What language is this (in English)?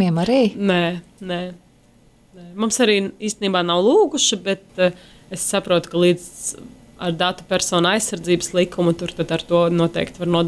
Latvian